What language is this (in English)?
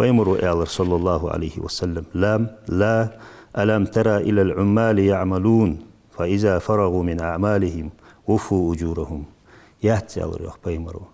Ingush